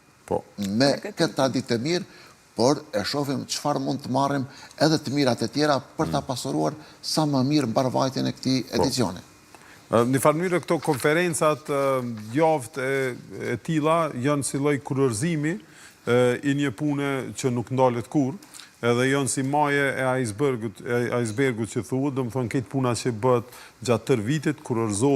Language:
Albanian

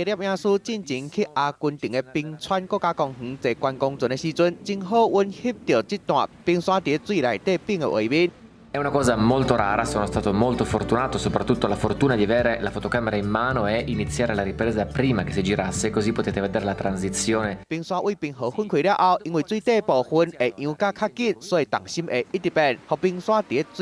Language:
Min Nan Chinese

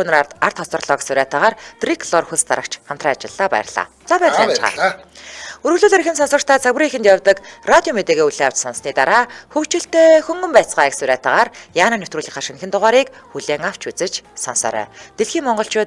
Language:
Mongolian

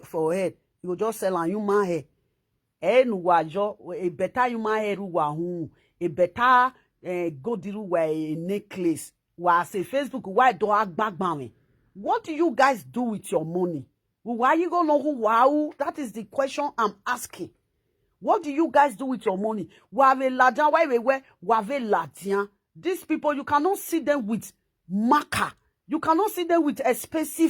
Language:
Nigerian Pidgin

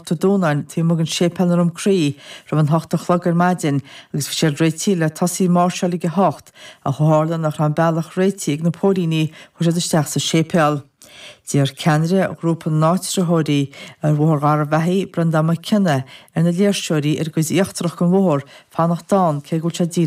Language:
Irish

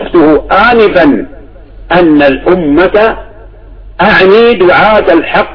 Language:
Arabic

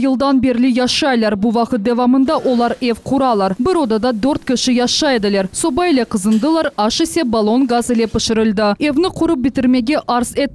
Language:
Crimean Tatar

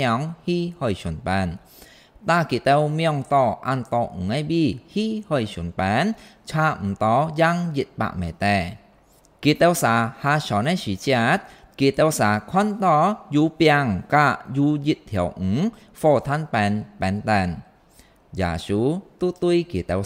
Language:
Hakka Chinese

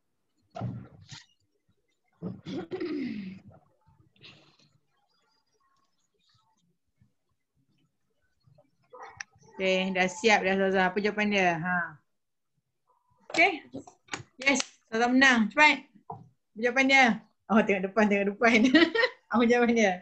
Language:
Malay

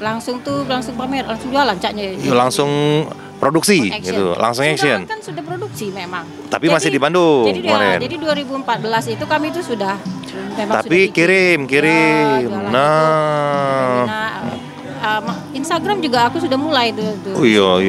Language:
Musi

